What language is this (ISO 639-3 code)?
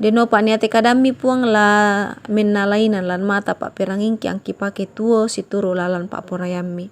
sda